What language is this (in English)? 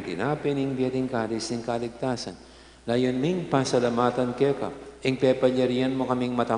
Pampanga